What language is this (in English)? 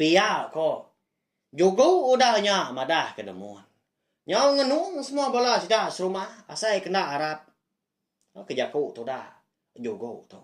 Iban